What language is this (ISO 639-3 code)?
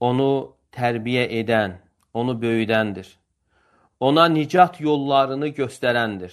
aze